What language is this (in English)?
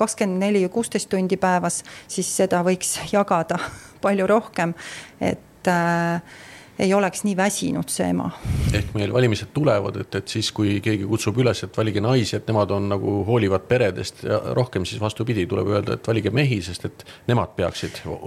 Estonian